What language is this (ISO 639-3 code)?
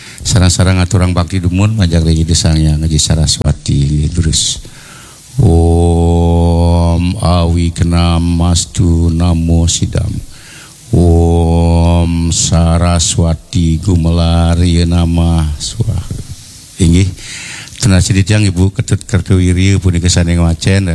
ban